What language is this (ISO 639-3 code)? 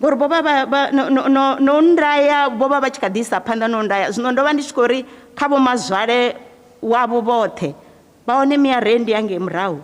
ven